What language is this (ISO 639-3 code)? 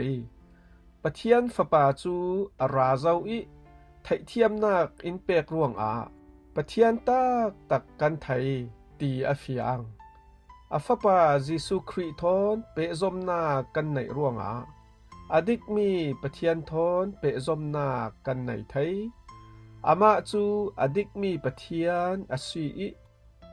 cfm